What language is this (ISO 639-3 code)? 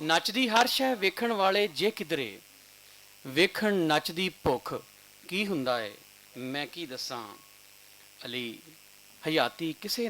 lah